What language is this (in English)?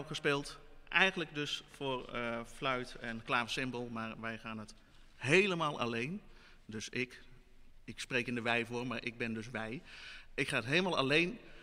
Dutch